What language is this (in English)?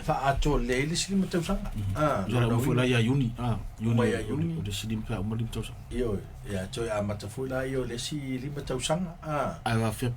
Samoan